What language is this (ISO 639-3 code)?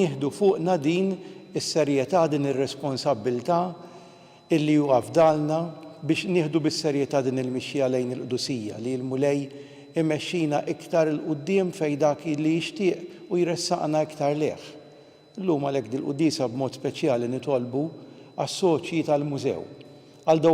mlt